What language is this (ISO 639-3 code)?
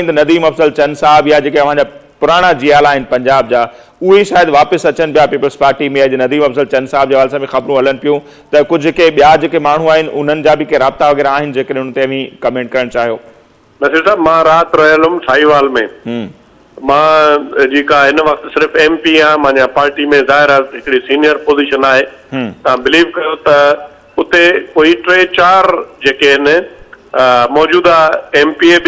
snd